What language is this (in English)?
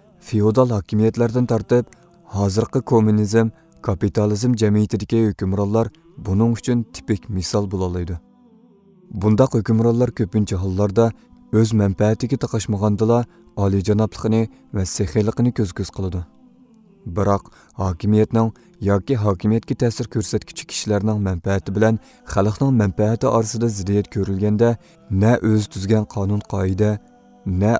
Uyghur